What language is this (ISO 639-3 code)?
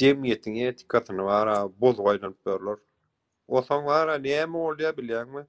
tuk